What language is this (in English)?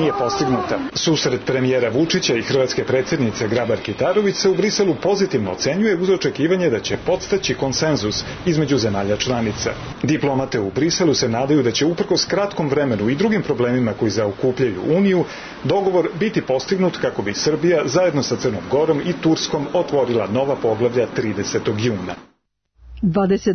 Serbian